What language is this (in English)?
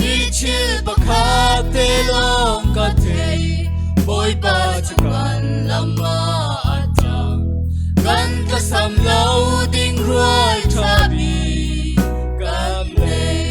Falam Chin